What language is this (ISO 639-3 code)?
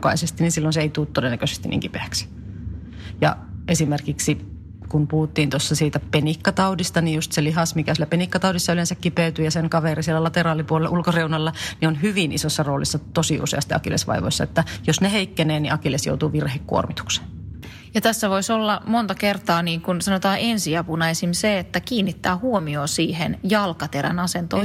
fin